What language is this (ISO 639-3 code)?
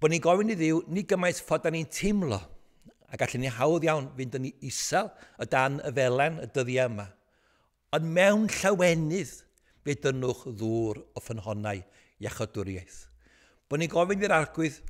cym